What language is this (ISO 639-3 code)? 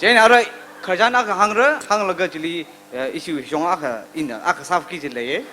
nmf